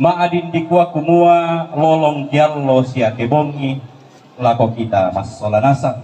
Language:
Toraja-Sa'dan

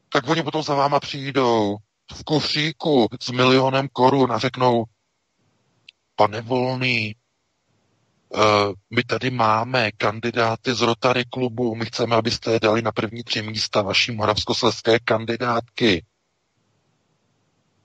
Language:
Czech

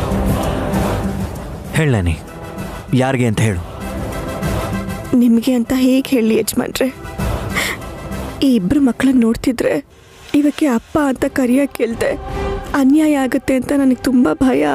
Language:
Kannada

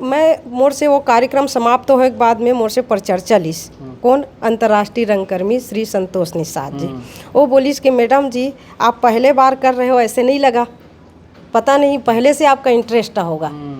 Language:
Chhattisgarhi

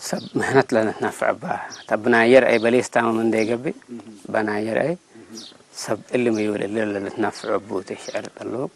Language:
Tigre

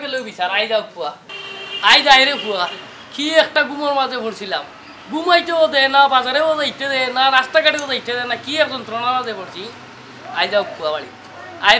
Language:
Sylheti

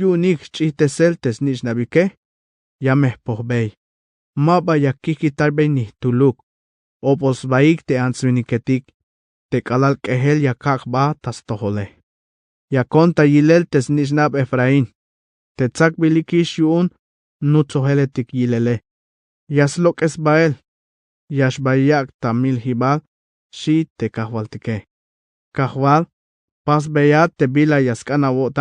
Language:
Tzeltal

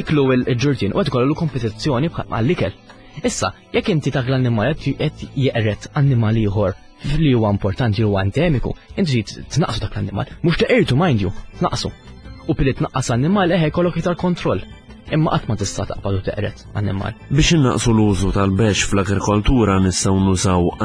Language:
Maltese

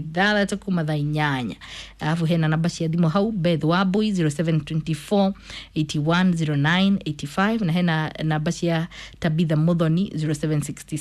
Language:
Kikuyu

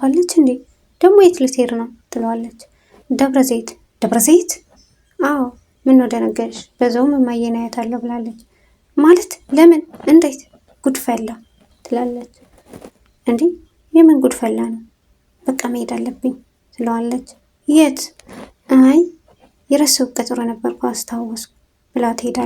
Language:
Amharic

